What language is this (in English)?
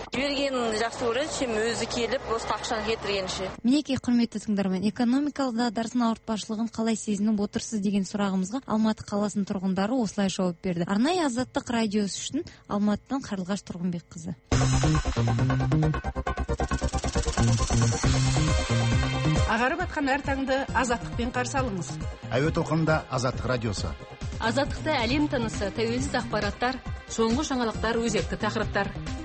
Kazakh